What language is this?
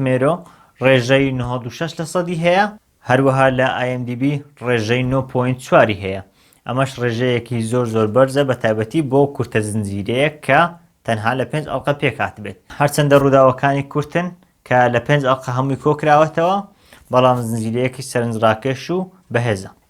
Central Kurdish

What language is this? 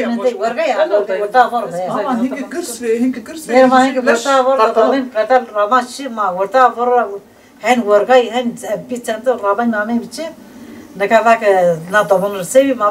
Zaza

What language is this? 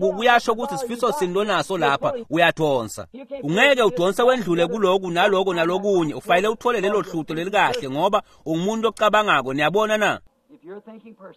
Swati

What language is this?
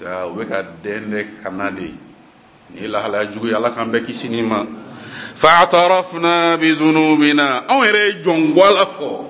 Bambara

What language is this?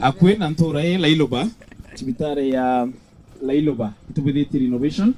Meru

